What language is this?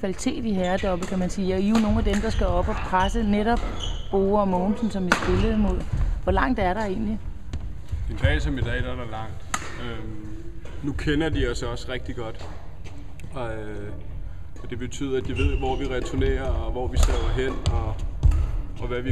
Danish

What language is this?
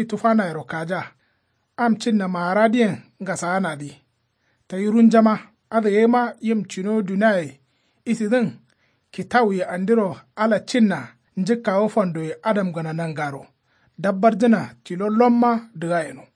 Kanuri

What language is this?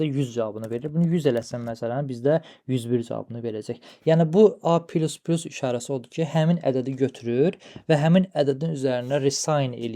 Azerbaijani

